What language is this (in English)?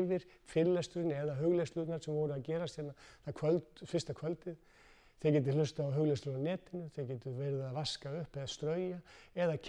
Icelandic